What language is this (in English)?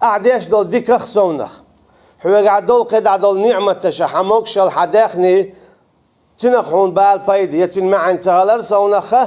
Chechen